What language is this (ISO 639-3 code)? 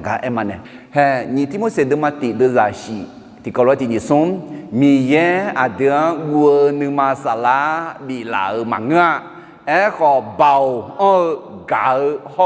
ahk